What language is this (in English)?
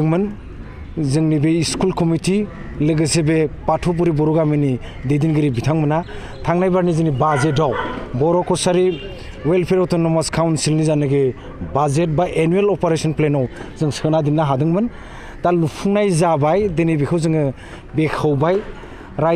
Bodo